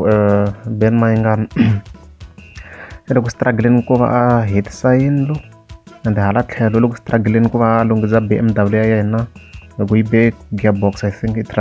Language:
Tsonga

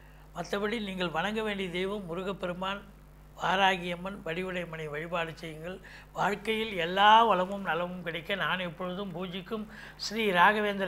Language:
Tamil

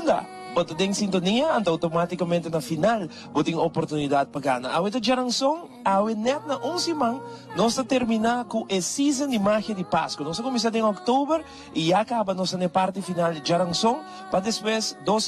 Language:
Papiamento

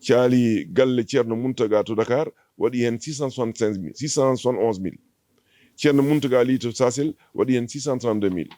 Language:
Fula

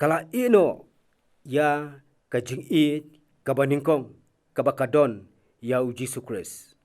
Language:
Khasi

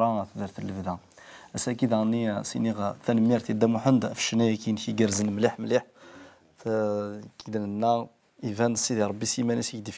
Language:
Kabyle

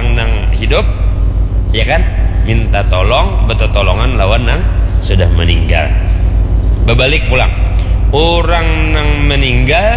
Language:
Banjar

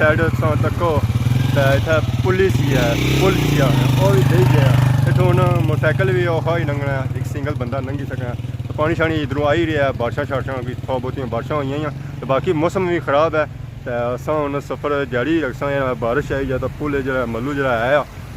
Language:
Pahari-Potwari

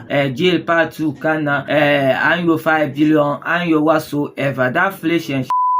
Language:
Dagbani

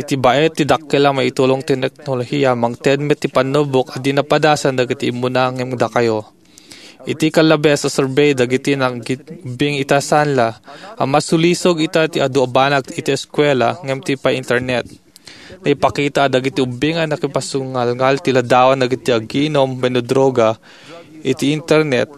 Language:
Iloko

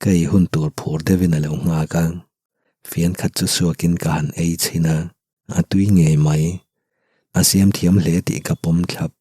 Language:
Mizo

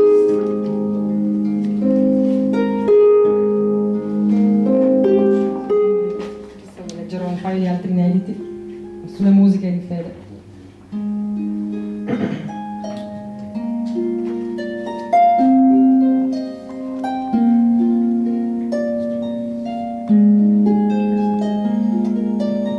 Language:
Italian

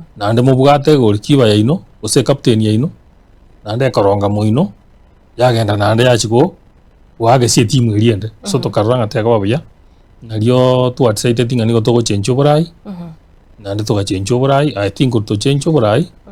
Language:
Gusii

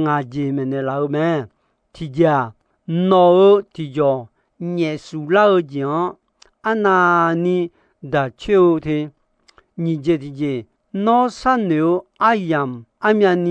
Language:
Akha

